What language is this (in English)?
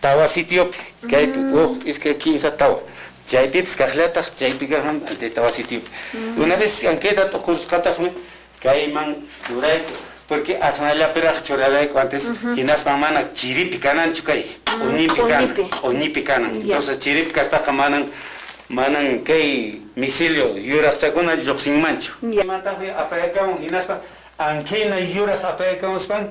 Quechua